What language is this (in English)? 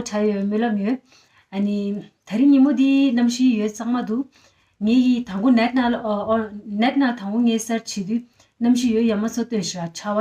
Tibetan